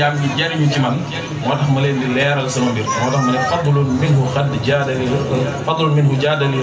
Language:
Wolof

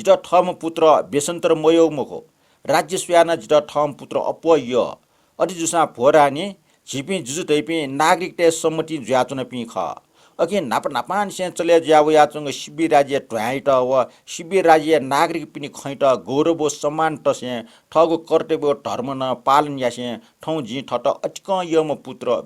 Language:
Newari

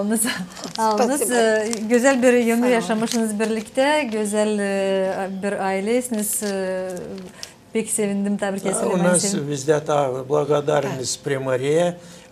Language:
Gagauz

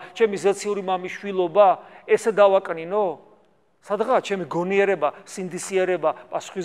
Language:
Georgian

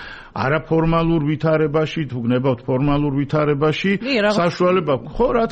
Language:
Georgian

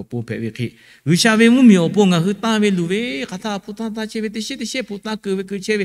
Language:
Lahu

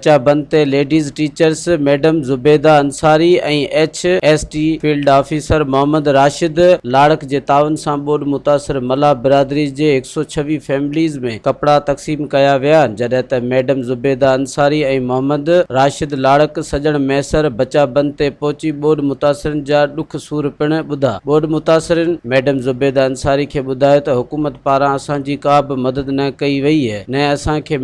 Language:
Sindhi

